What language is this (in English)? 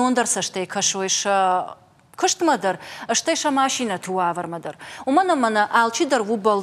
Ossetic